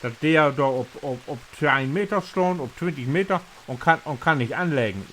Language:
Low German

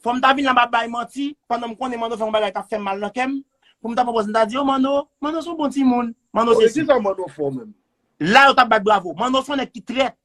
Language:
Haitian Creole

